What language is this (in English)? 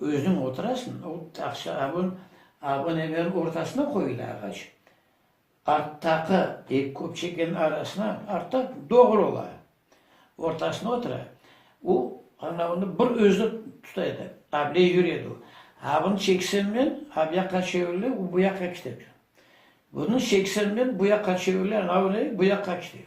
Crimean Tatar